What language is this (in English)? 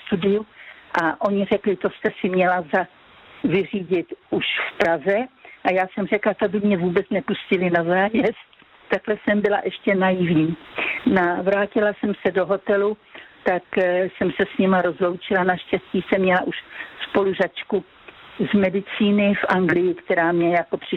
Czech